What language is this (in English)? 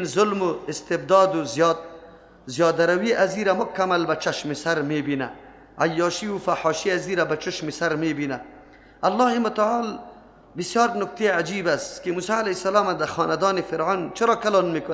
Persian